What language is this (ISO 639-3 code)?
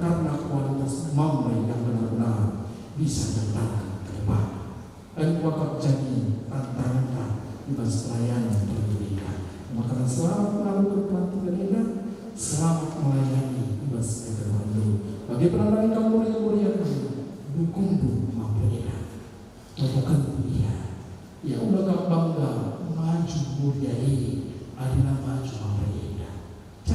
btx